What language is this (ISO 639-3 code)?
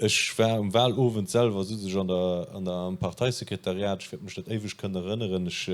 ltz